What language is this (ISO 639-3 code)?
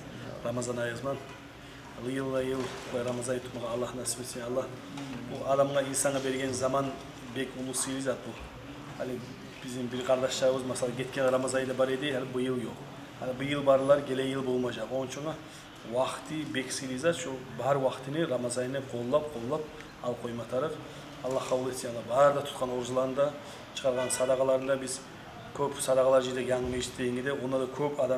kum